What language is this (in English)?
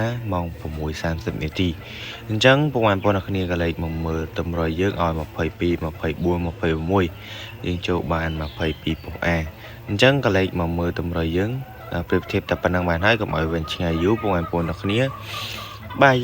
Khmer